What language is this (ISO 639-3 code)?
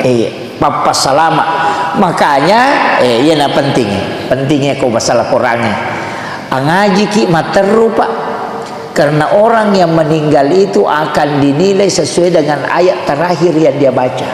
bug